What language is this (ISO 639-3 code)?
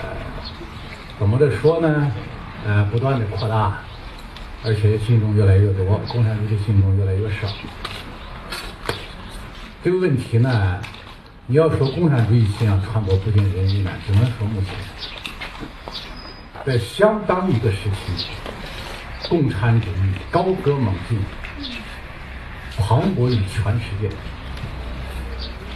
zho